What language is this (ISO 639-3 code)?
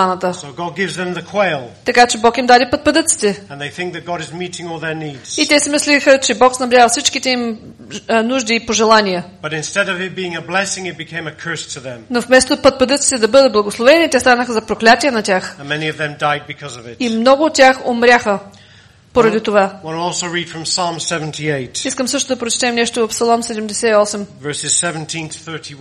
bul